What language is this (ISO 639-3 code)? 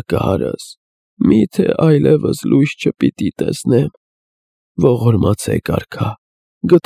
hye